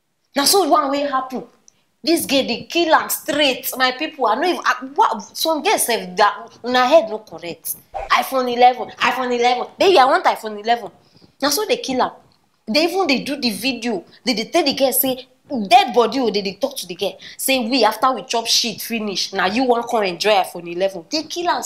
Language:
Nigerian Pidgin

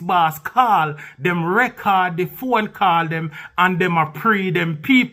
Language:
Jamaican Creole English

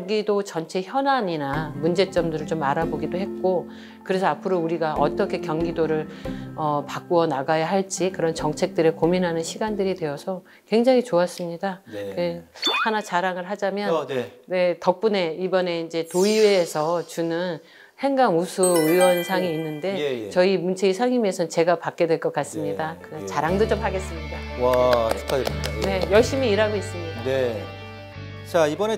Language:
Korean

